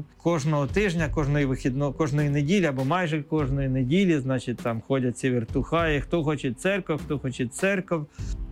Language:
Ukrainian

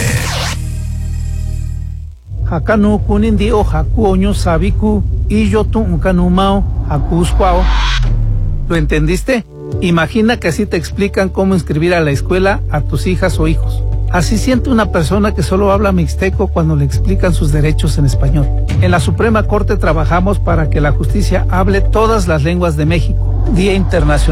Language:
Spanish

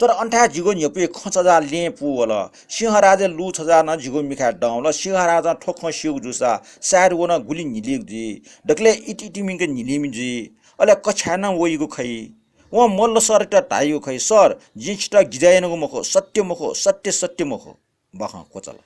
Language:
Newari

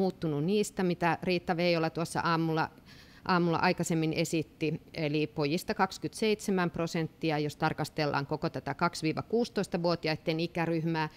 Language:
Finnish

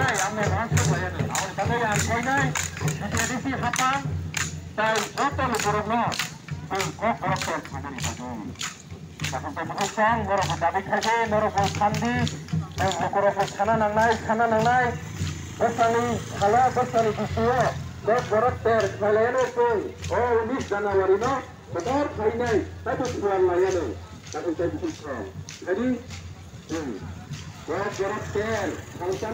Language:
Kok Borok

